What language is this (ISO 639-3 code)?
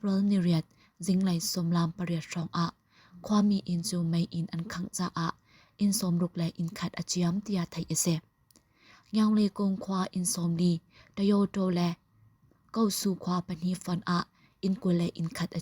cnh